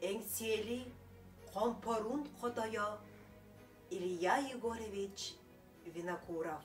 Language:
Yakut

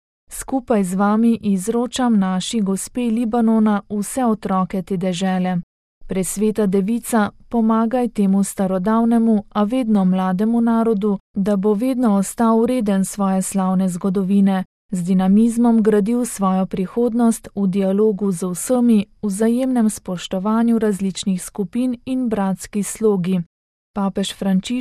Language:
Slovenian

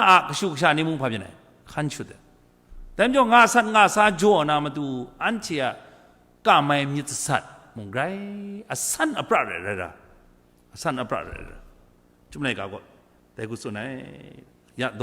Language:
Kachin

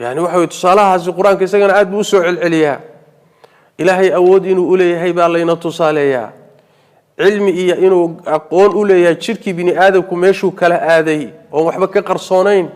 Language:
Somali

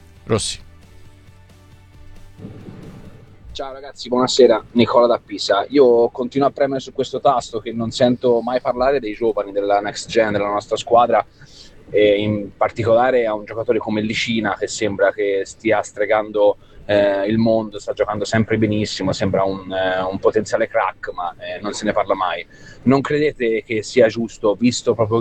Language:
Italian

